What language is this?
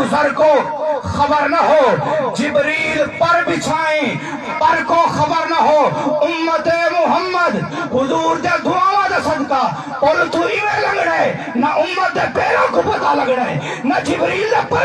Saraiki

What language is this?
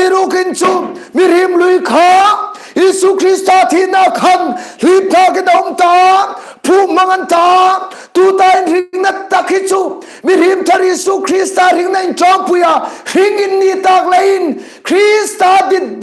Hmar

